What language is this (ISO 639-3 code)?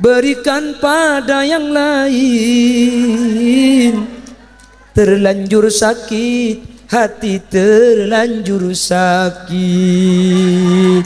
mad